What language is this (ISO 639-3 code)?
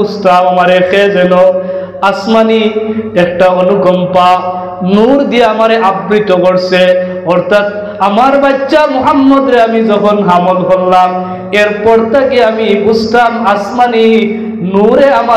syl